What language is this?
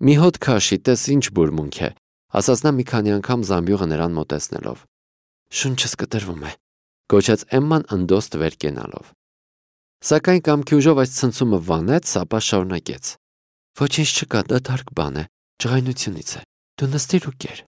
Armenian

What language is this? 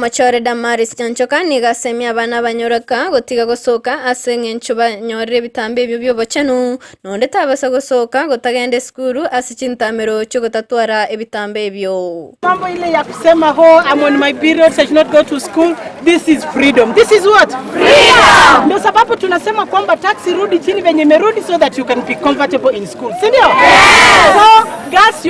Gusii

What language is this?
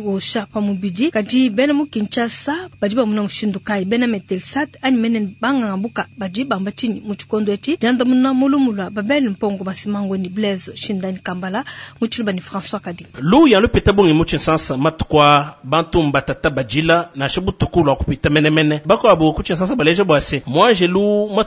Luba-Lulua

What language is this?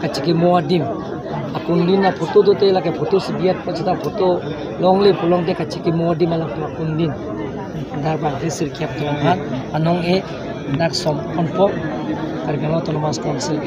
Karbi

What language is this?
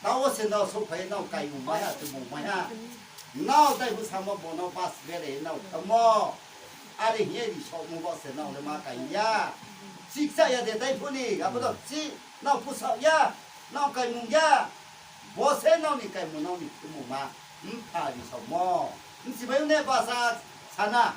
Riang (India)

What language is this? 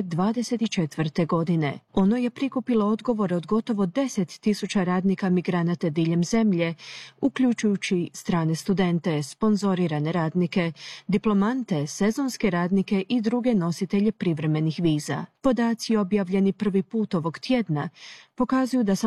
Croatian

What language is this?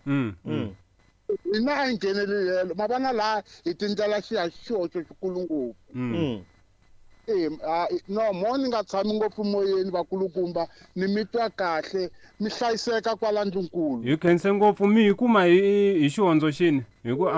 Tsonga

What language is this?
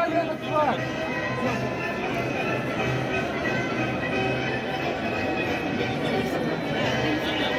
Russian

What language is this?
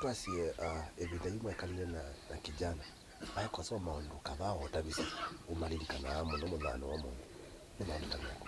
Kamba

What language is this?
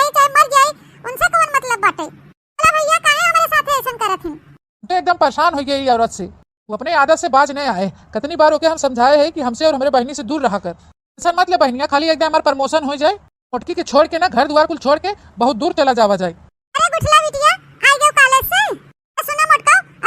Awadhi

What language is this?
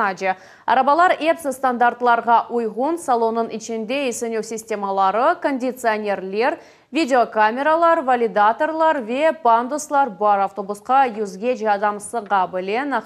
Crimean Tatar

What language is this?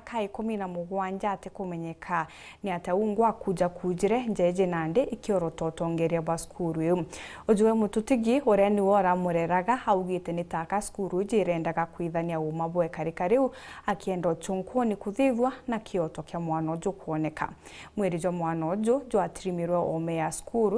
Meru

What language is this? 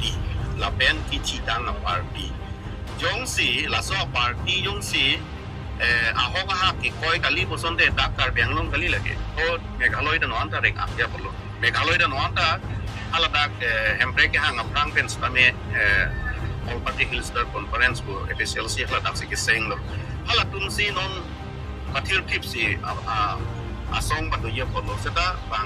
Karbi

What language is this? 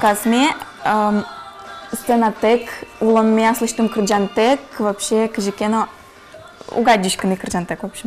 Udmurt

